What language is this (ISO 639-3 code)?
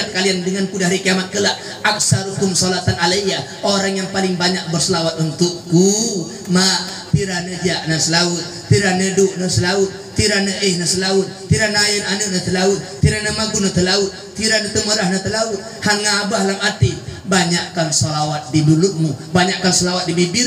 ace